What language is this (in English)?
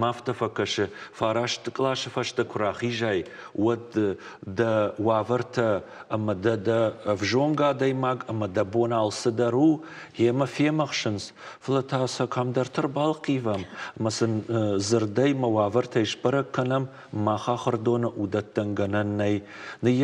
Ossetic